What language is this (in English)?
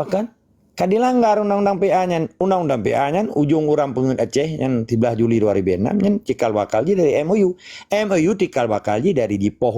Achinese